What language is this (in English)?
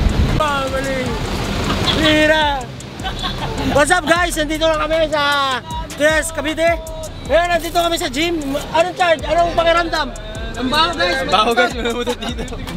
Filipino